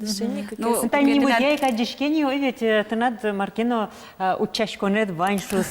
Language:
Udmurt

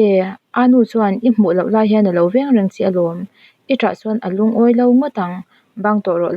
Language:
Mizo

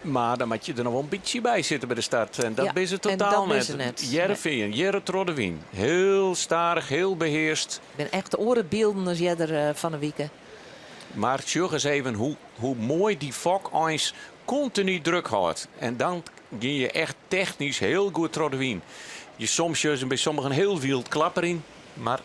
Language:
Western Frisian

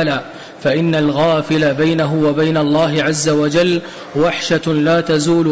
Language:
Arabic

